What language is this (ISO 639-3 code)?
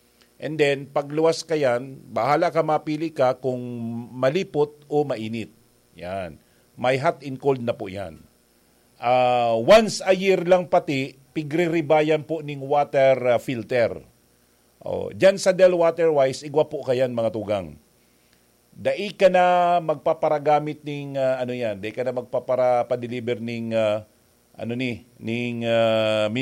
bik